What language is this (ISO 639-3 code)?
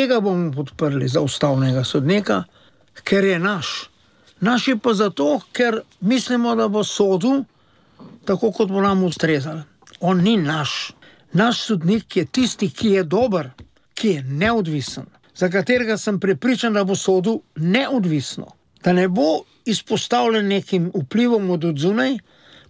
slv